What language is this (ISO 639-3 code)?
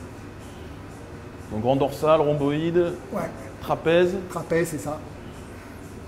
fra